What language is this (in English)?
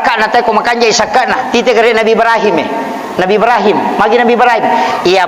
Buginese